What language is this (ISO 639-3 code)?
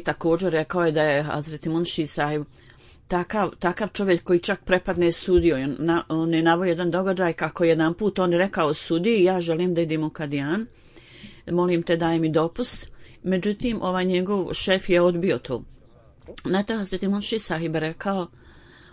bos